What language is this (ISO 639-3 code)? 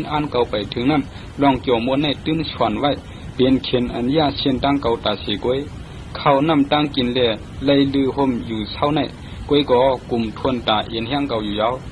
shn